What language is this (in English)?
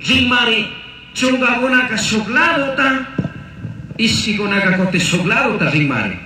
Chimborazo Highland Quichua